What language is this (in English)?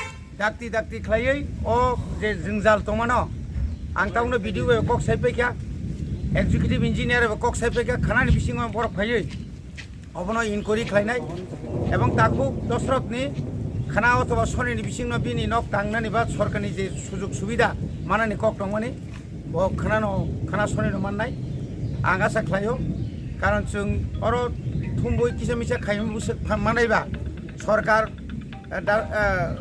Kok Borok